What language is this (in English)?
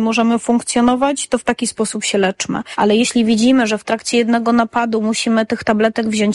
Polish